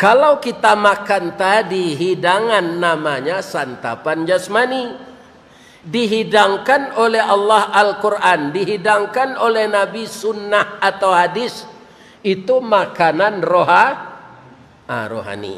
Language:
Minangkabau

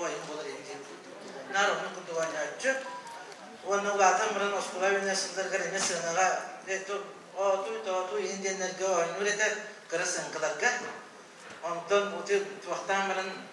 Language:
Yakut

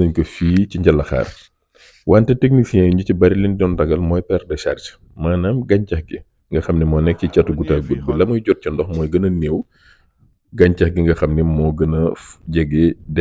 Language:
Wolof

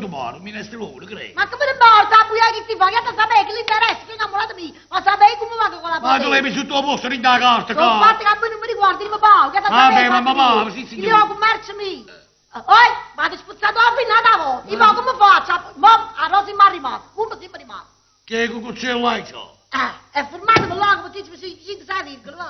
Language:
Neapolitan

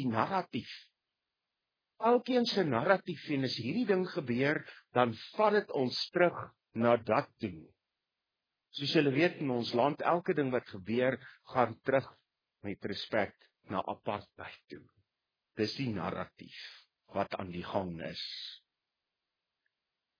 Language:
Afrikaans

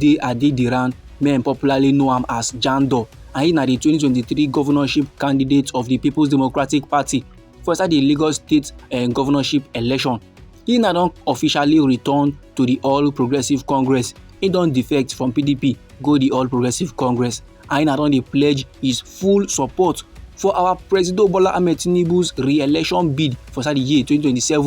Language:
Nigerian Pidgin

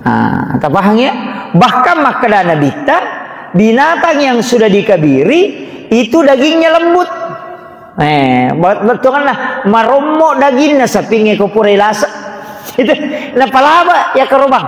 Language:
Buginese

